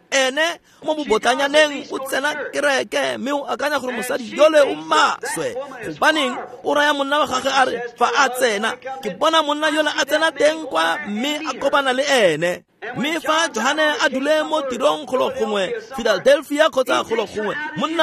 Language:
Tswana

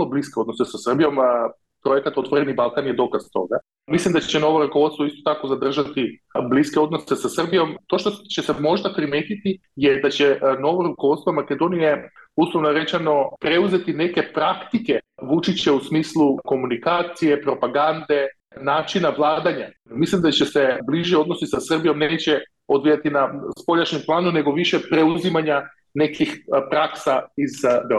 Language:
Serbian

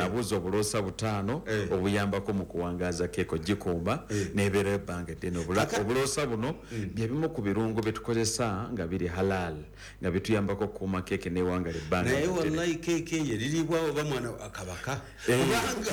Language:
Ganda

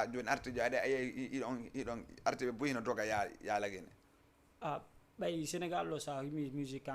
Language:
Fula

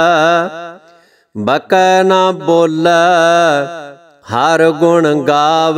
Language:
Punjabi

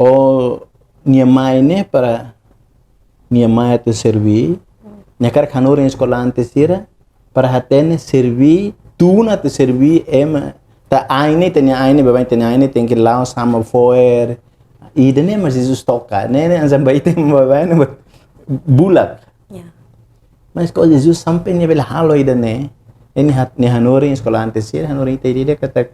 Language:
Tetum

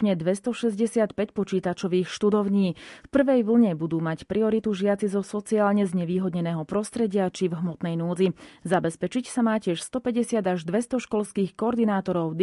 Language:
Slovak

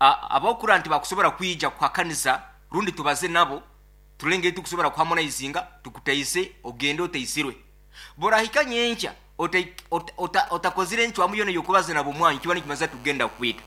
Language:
Nyoro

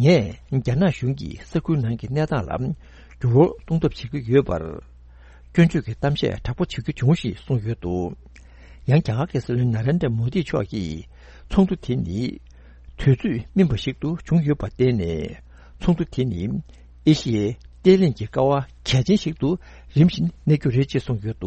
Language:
Tibetan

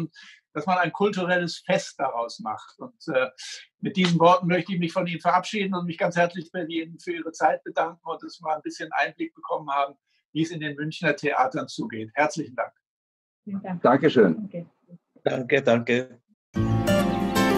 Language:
German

